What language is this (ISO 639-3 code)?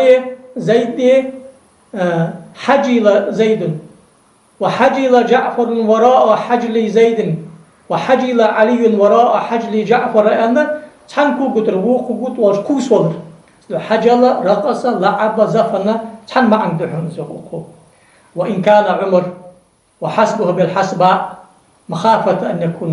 inh